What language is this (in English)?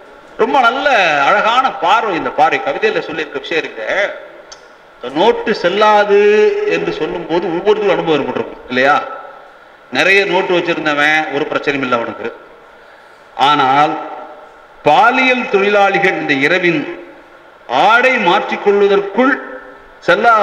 Tamil